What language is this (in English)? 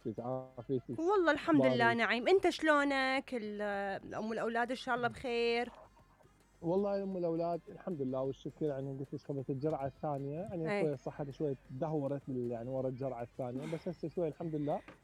Mesopotamian Arabic